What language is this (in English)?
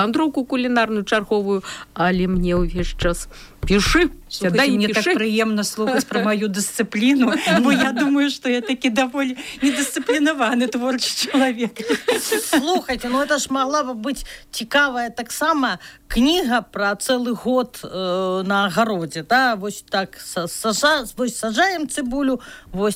Belarusian